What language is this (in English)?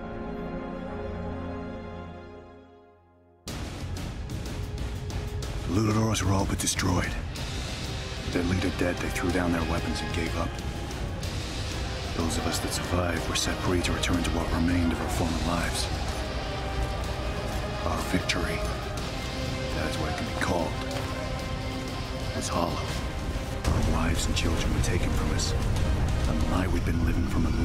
English